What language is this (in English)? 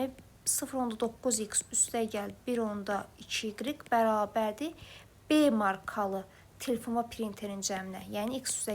Azerbaijani